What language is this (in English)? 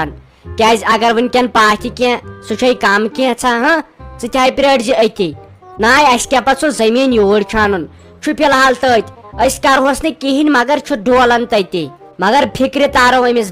Kashmiri